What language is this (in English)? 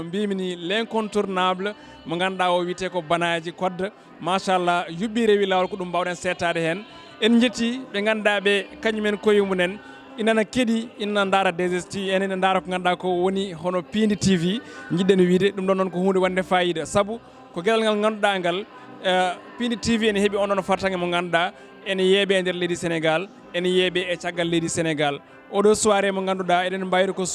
Fula